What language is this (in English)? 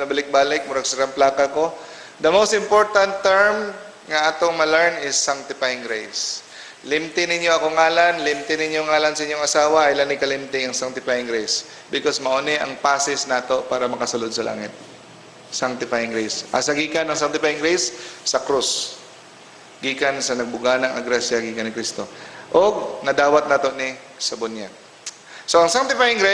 Cebuano